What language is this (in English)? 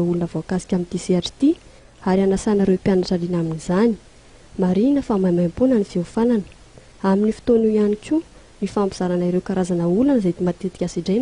Malagasy